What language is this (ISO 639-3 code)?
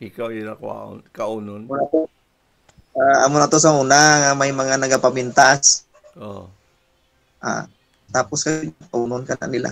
hil